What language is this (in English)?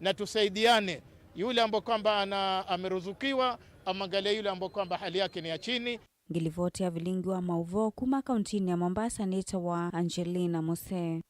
Kamba